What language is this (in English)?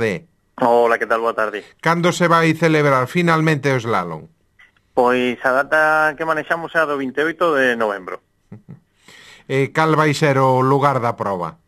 Galician